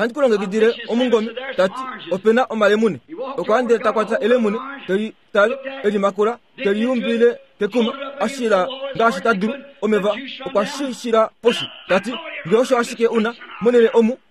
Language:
Kuanyama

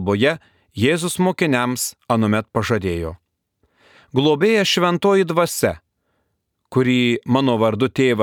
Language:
Lithuanian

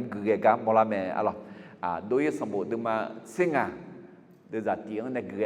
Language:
Akha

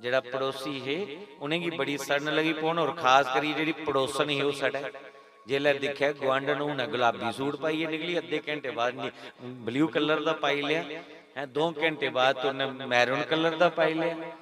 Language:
Dogri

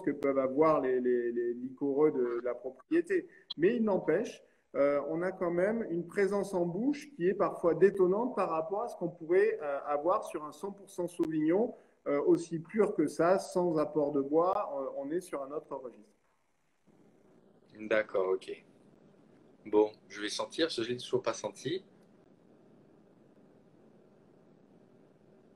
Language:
French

